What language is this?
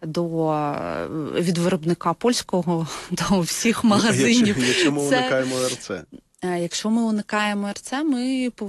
Ukrainian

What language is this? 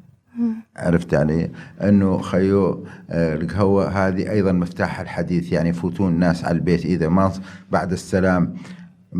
Mesopotamian Arabic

